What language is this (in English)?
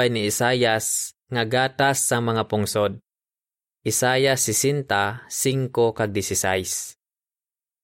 Hiligaynon